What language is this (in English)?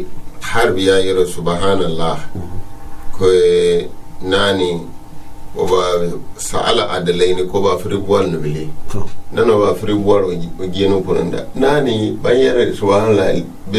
Gourmanchéma